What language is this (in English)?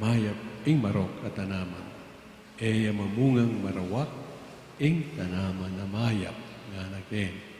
Pampanga